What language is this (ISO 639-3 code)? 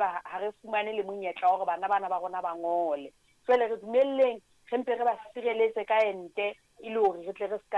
sot